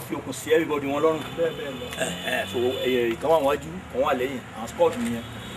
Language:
Yoruba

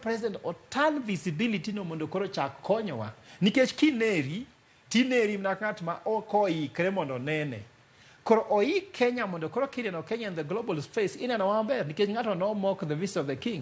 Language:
Luo (Kenya and Tanzania)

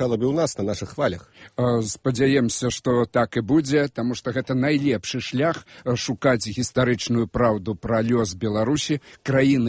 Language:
Belarusian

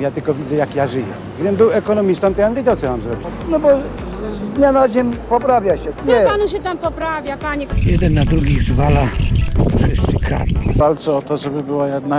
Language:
Polish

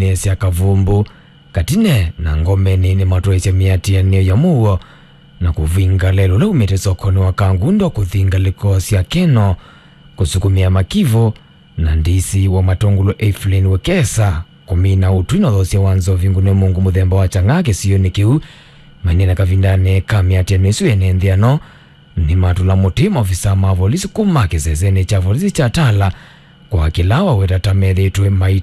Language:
Kamba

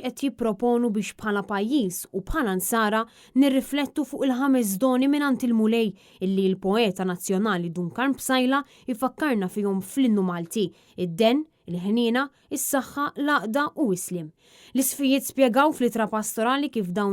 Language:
Maltese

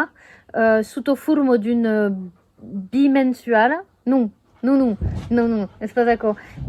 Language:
Occitan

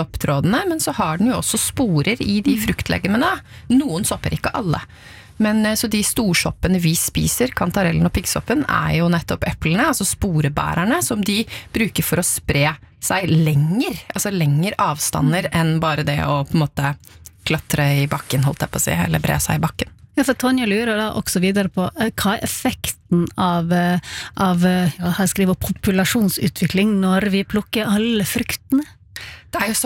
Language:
Norwegian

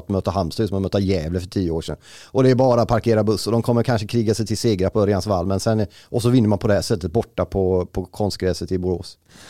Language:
Swedish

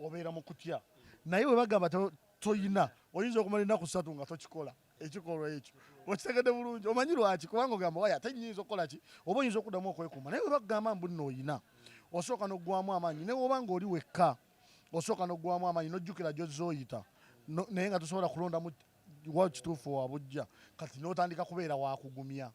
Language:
Ganda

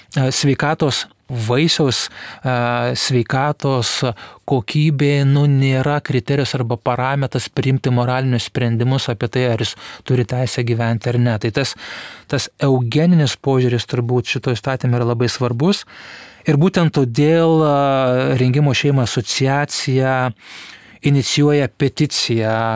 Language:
Lithuanian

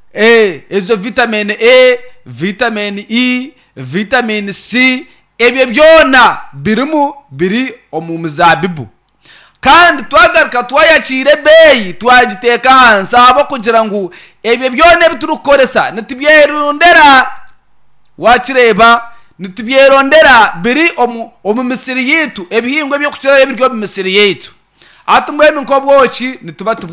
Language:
Nyankole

